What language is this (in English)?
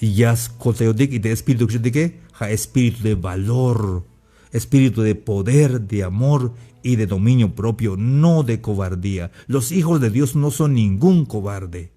Tzeltal